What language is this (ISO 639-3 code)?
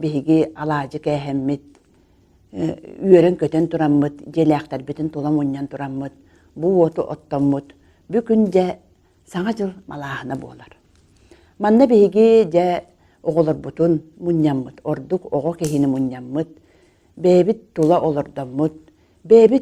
sah